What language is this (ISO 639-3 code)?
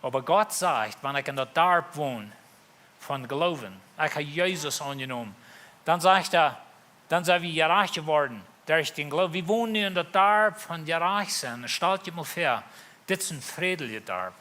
pdt